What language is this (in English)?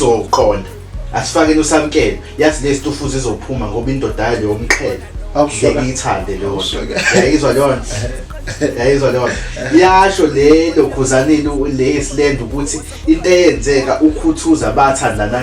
Zulu